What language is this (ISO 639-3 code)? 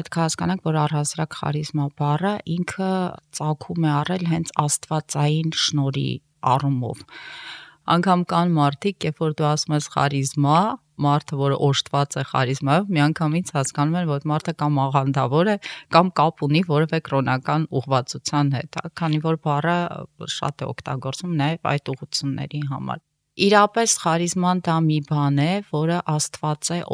hye